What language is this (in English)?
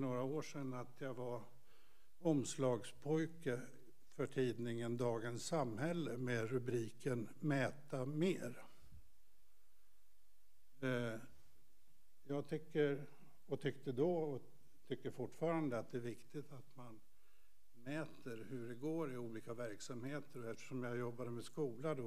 Swedish